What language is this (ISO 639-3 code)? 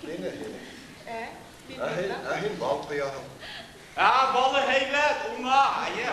bak